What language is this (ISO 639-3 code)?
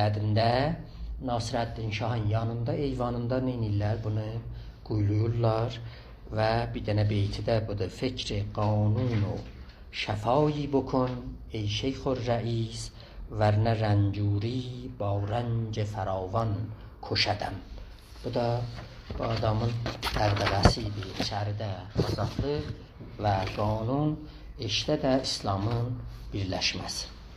azb